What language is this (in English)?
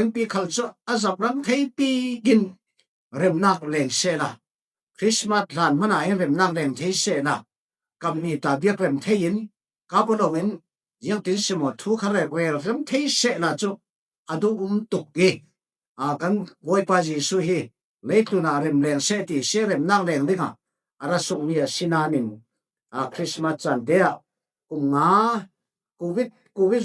Falam Chin